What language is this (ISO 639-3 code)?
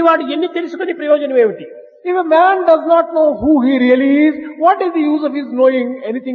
tel